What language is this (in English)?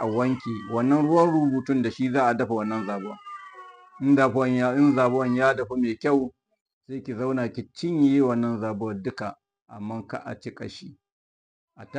Hausa